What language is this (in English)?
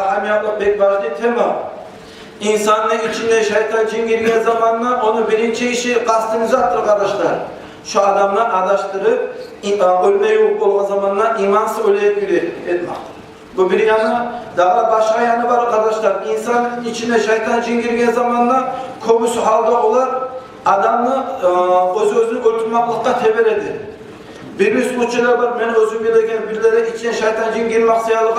Kumyk